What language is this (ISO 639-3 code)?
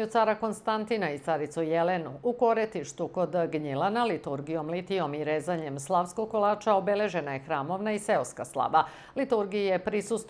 srp